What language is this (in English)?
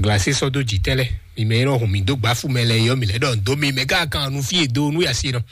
Fon